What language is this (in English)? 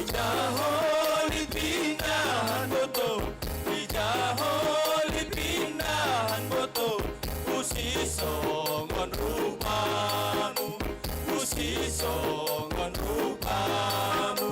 Batak Simalungun